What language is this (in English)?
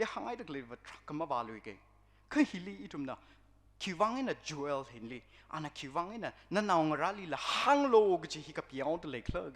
Tangkhul Naga (India)